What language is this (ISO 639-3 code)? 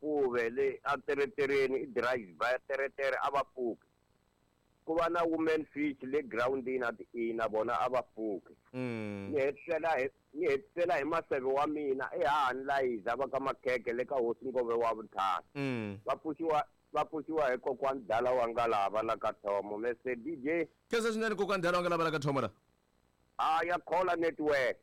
tso